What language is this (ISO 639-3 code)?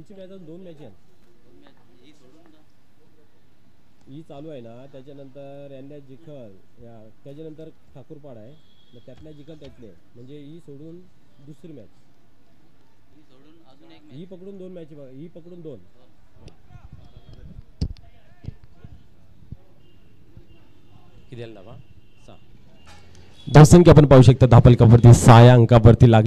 mar